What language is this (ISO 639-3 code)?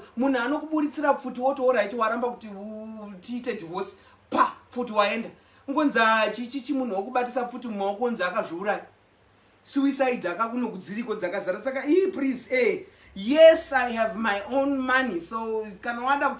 sna